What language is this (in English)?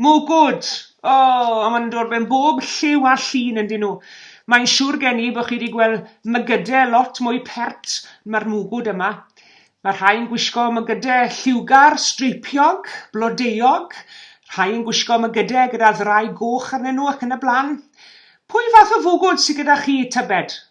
Welsh